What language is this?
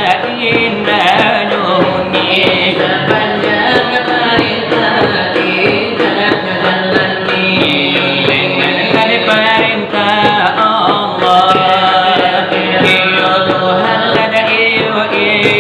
Minangkabau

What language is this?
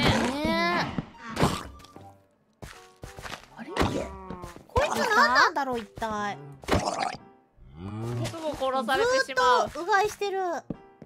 Japanese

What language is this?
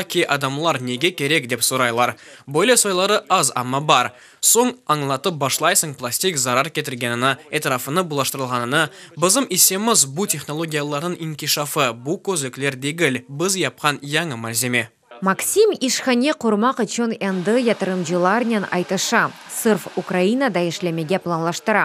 Crimean Tatar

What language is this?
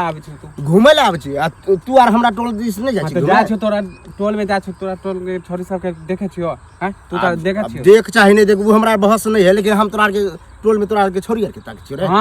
Maithili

